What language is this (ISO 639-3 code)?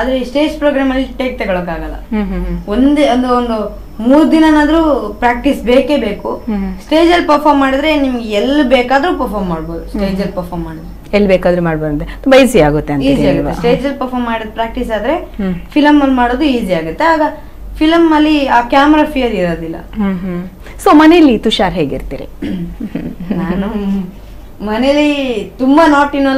kan